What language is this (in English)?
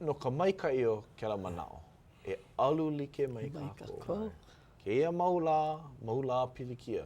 Hawaiian